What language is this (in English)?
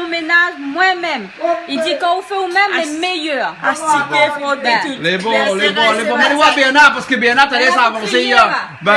Réunion Creole French